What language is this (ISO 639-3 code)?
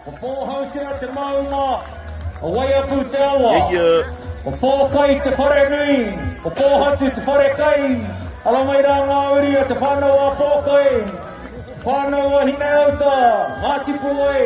mri